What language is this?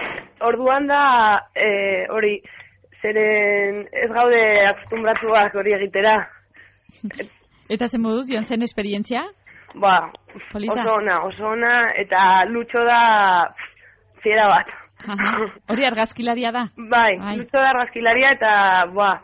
Basque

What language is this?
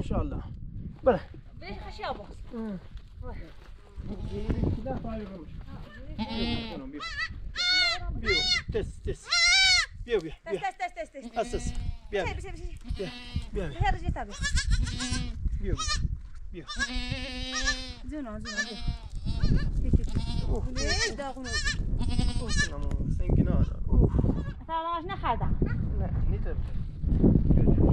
Persian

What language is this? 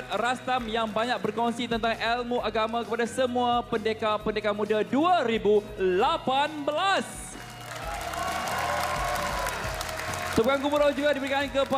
Malay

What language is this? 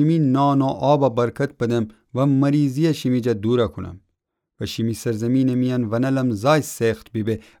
Gilaki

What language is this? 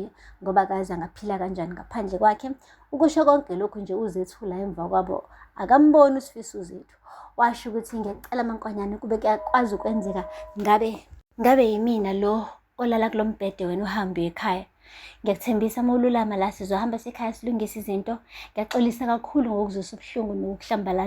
Zulu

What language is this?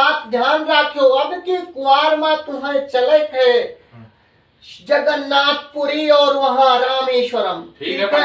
Awadhi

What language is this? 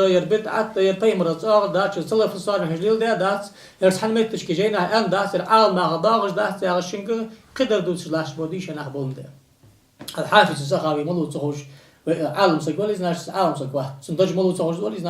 Ingush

